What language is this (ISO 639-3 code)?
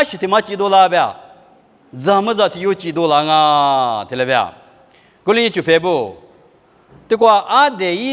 lis